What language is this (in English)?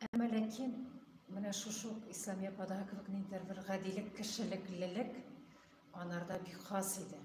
Tatar